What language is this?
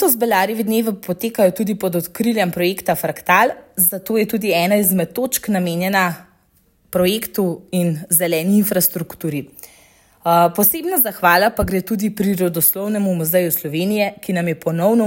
Slovenian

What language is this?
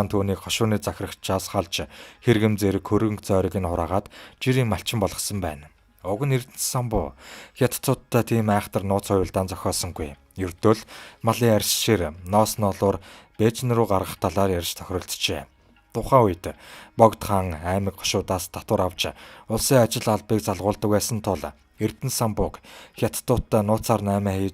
Mongolian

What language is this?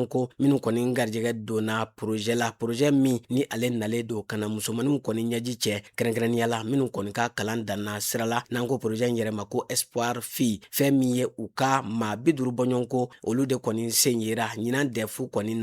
Bambara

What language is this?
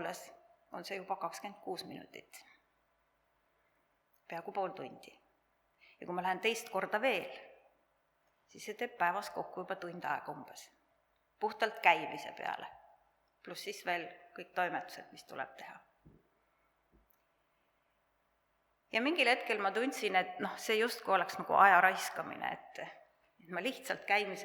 Estonian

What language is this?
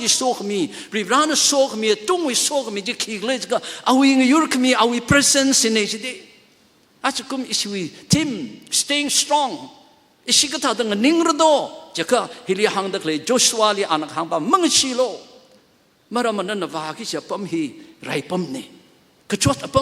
Tangkhul Naga (India)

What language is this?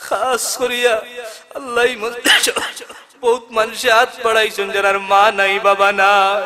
Sylheti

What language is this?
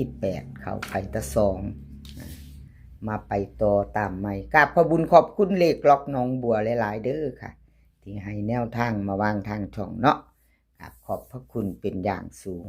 Northeastern Thai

